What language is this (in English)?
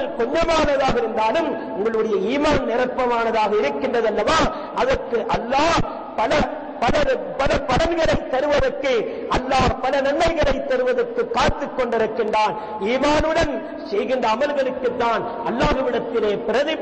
Tamil